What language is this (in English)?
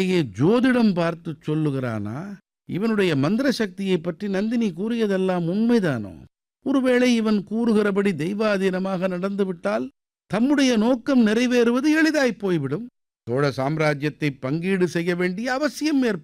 Tamil